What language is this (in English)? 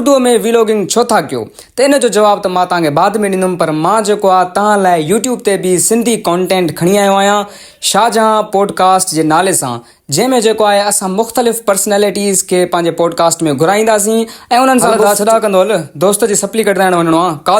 Sindhi